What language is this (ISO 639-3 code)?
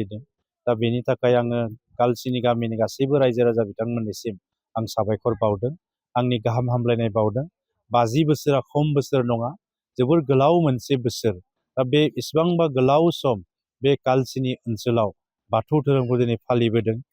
brx